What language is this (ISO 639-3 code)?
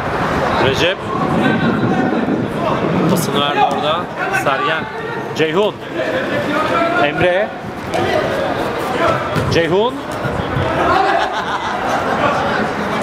tur